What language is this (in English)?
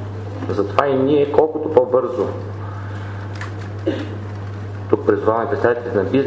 Bulgarian